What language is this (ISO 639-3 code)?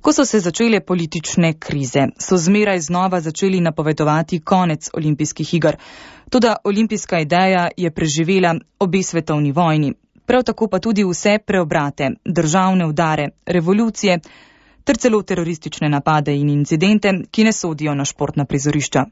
slv